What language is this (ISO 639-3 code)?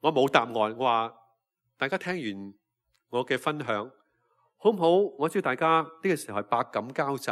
yue